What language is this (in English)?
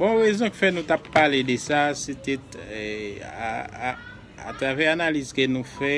Haitian Creole